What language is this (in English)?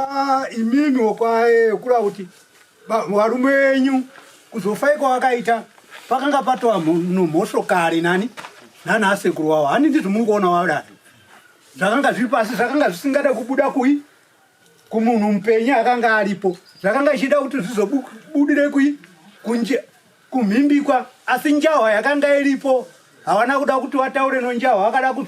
Shona